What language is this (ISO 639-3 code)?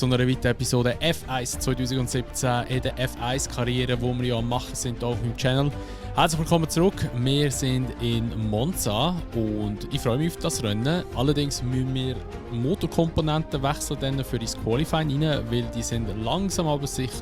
gsw